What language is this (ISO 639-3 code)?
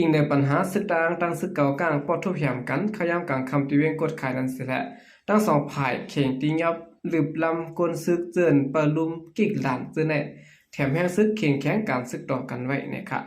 shn